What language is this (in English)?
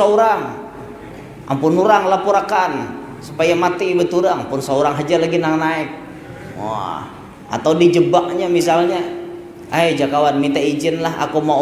Banjar